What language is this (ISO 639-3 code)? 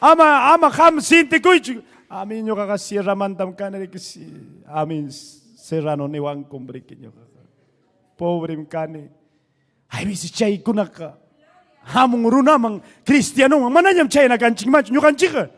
quy